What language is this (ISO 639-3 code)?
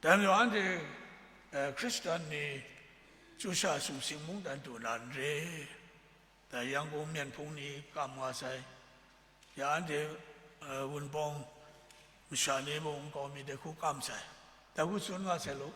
kac